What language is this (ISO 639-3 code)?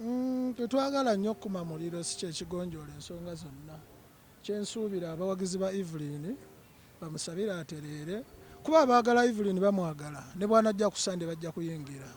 lug